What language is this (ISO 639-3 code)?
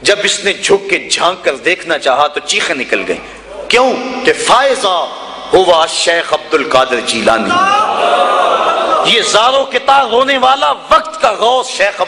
urd